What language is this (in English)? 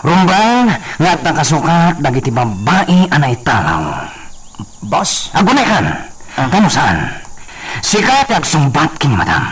Iloko